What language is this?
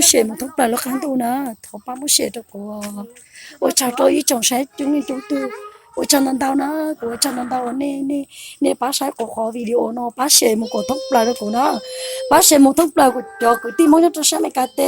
Hmong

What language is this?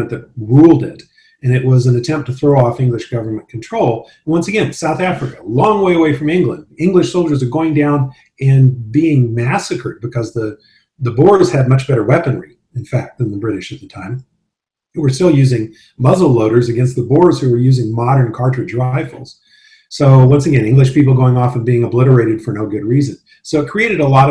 English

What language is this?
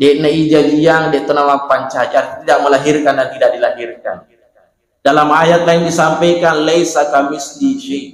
Buginese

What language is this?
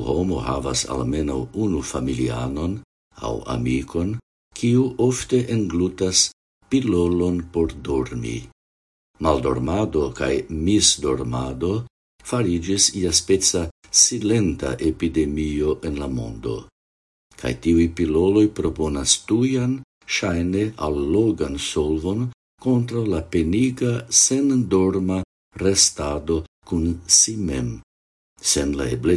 Esperanto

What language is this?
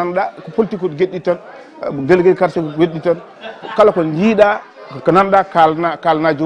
Fula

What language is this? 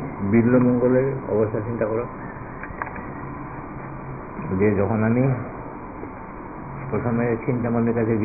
Bangla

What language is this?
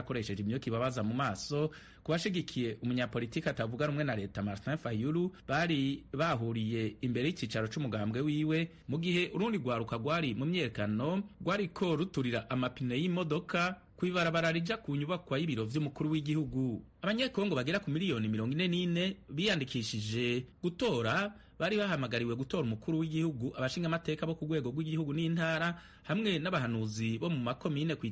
Rundi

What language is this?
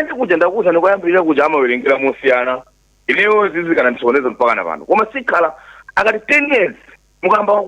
Nyanja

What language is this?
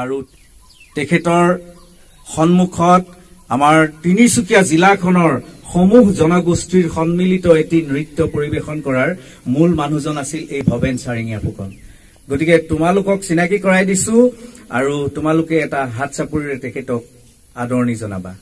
Assamese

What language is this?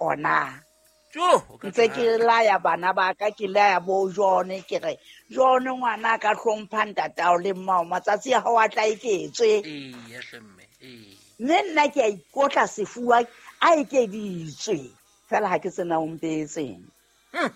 Southern Sotho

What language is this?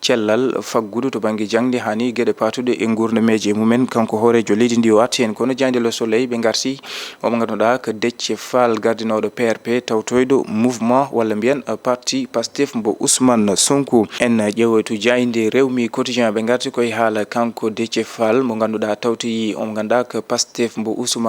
Fula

